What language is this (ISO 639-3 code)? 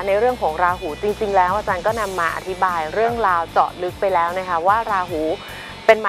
tha